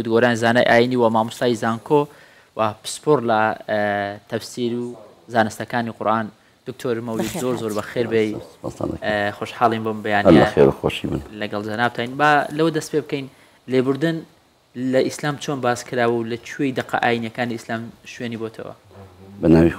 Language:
Central Kurdish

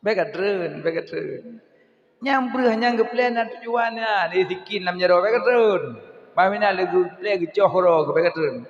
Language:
Achinese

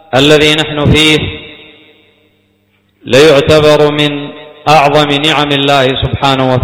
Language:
Arabic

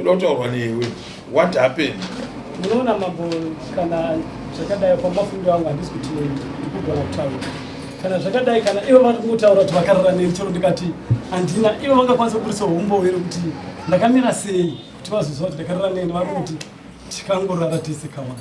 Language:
Shona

